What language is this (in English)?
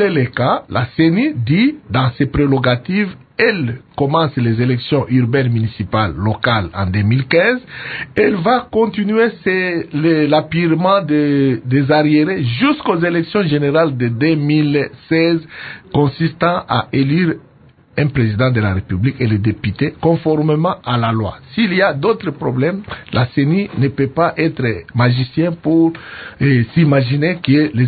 French